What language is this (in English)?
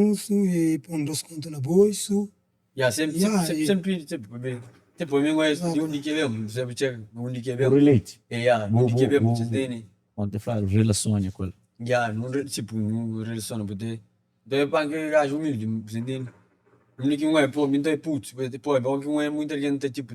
Kabuverdianu